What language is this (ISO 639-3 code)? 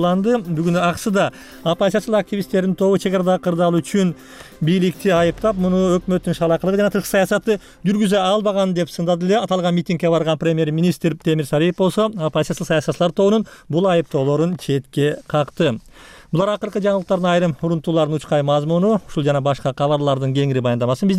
kir